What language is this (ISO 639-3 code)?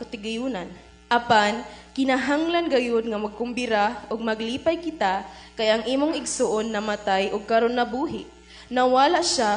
ceb